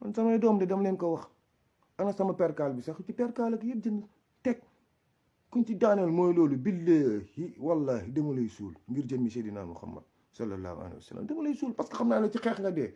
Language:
Wolof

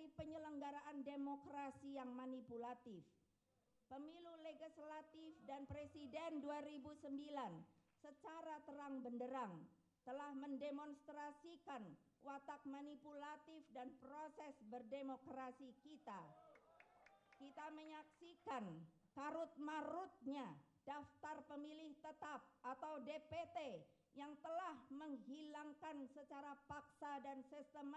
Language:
Indonesian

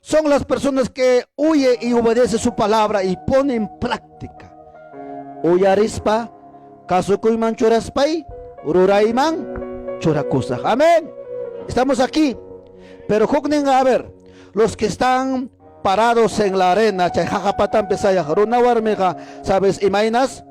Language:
Ayacucho Quechua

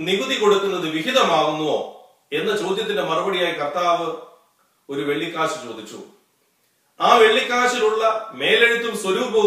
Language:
Malayalam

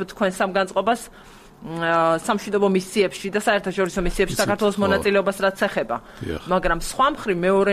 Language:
Georgian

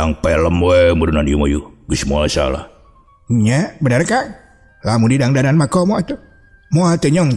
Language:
Sundanese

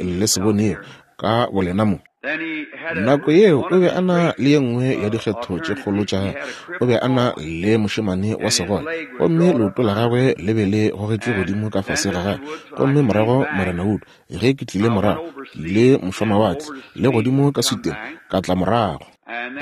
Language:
Northern Sotho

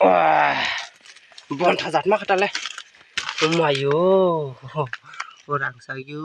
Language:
Kok Borok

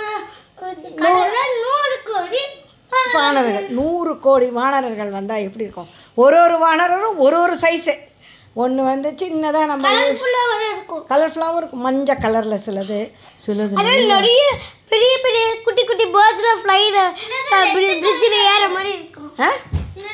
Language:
Tamil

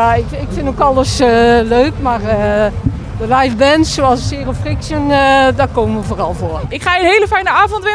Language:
Dutch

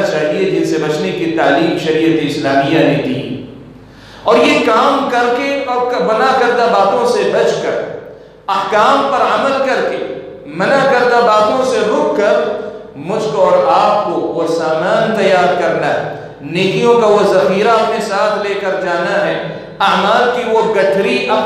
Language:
Urdu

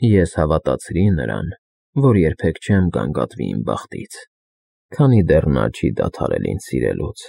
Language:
Armenian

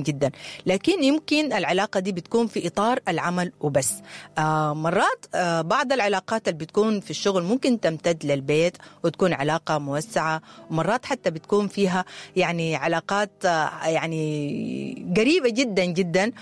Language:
Sudanese Arabic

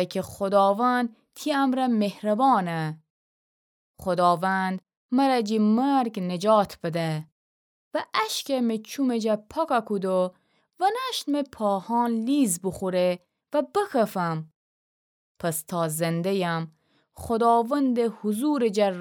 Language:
Gilaki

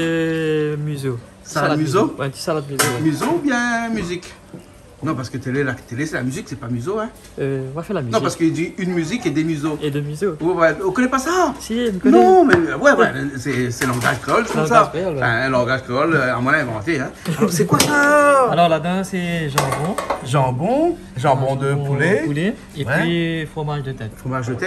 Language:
Réunion Creole French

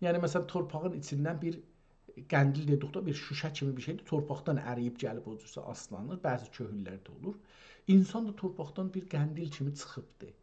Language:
South Azerbaijani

